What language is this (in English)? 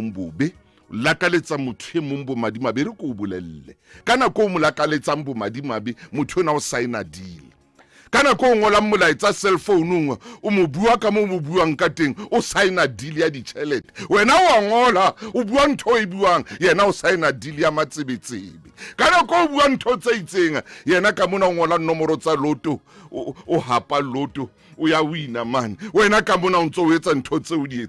Southern Sotho